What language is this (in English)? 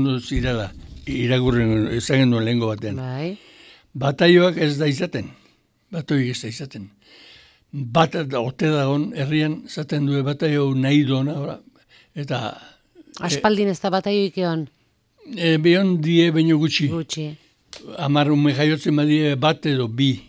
Basque